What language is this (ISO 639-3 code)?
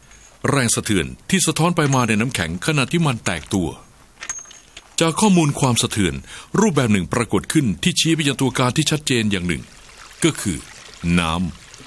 tha